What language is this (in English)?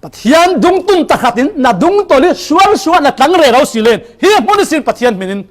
Falam Chin